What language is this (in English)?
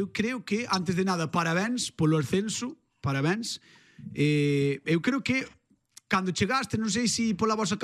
Galician